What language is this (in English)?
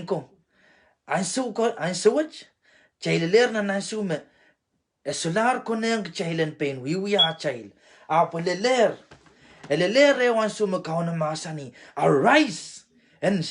Pohnpeian